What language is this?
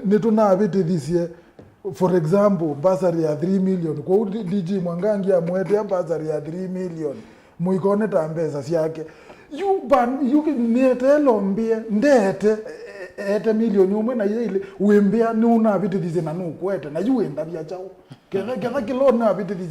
Kamba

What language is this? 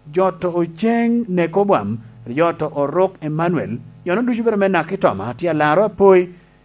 Lango (Uganda)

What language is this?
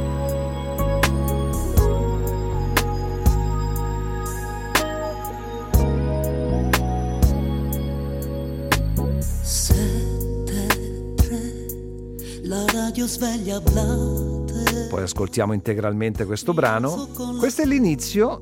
Italian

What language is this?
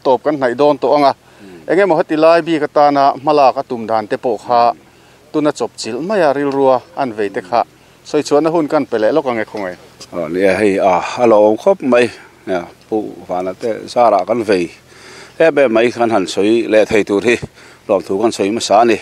Mizo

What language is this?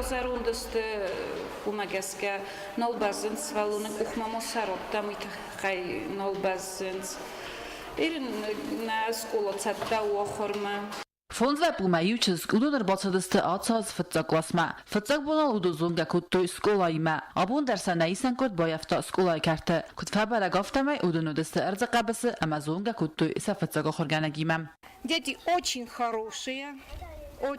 Ossetic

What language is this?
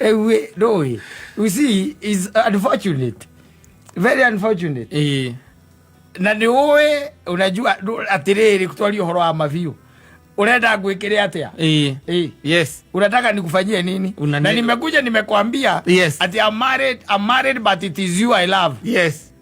Kikuyu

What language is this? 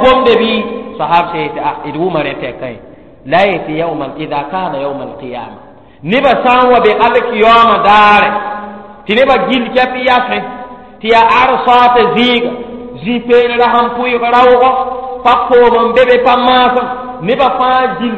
Mossi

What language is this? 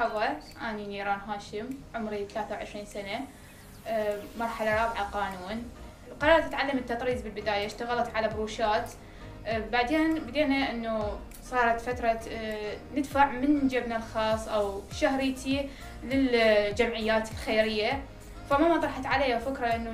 Mesopotamian Arabic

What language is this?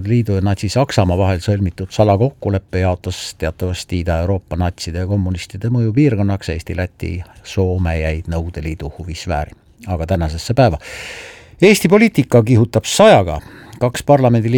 Estonian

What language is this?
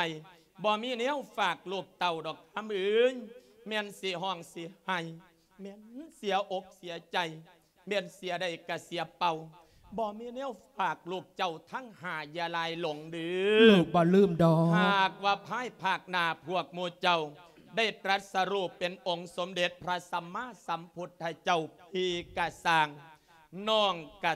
Lao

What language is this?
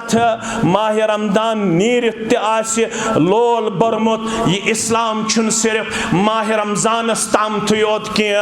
Kashmiri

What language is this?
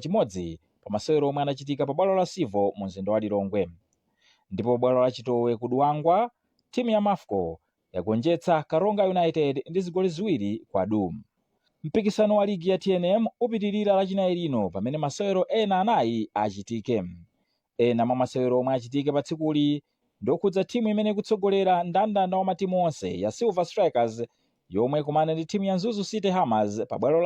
Nyanja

